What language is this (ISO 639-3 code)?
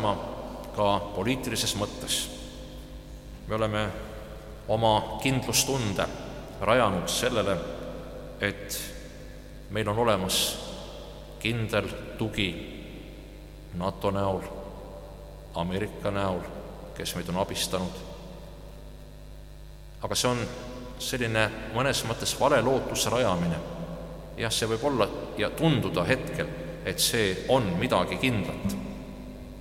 est